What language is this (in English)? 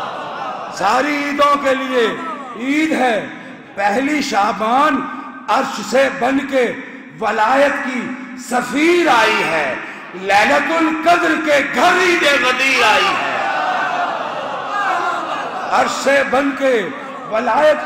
Urdu